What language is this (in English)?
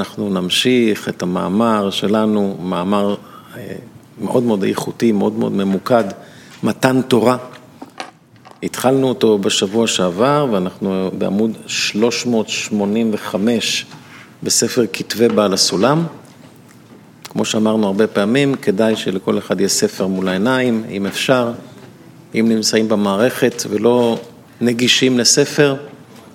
Hebrew